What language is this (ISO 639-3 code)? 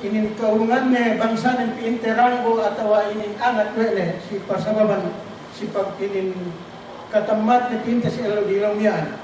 yka